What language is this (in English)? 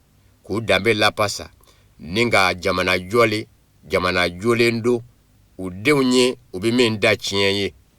Bambara